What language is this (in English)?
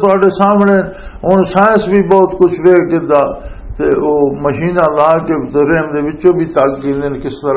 Western Panjabi